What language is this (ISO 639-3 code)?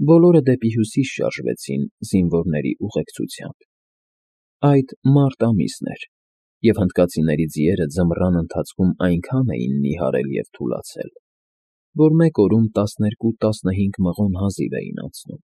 hye